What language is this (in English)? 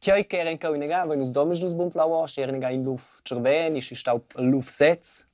Romansh